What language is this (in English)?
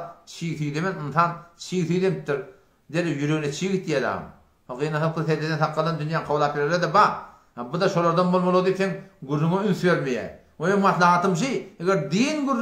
Turkmen